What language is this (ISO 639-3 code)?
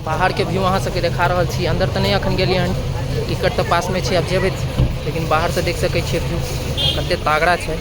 mai